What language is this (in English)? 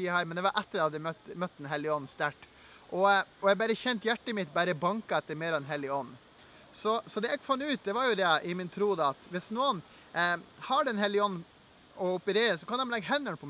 Norwegian